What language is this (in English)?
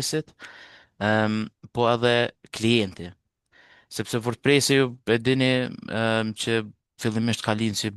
Albanian